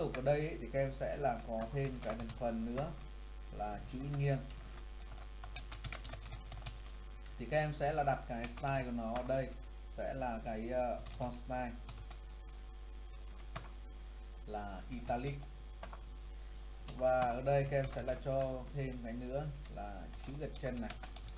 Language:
Vietnamese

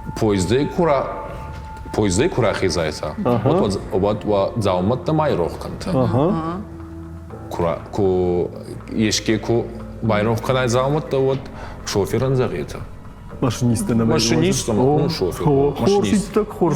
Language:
Ossetic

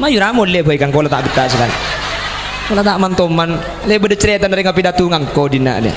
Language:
Madurese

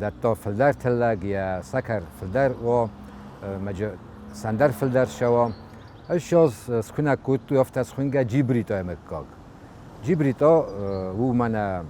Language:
Ossetic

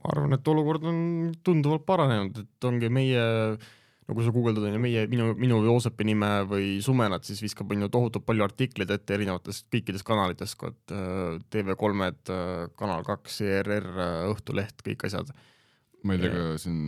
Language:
Estonian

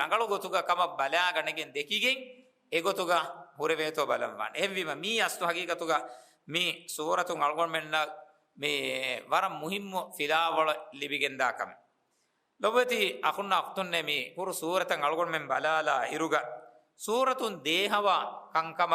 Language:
Divehi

